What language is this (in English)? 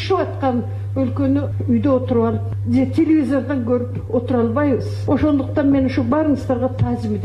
Kyrgyz